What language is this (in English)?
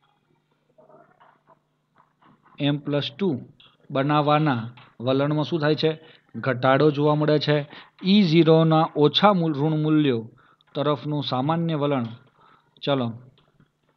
Gujarati